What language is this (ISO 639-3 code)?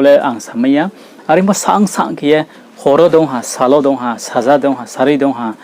ria